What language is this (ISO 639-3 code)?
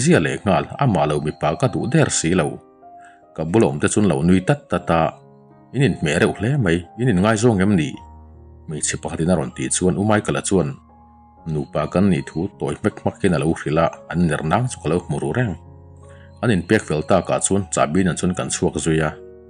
lus